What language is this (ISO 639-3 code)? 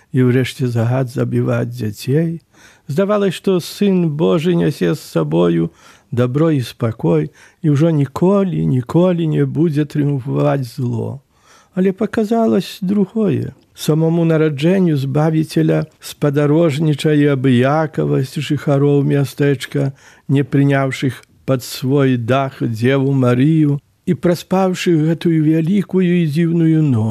bel